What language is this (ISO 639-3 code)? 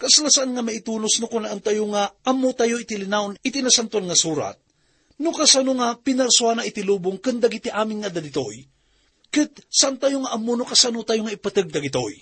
ilo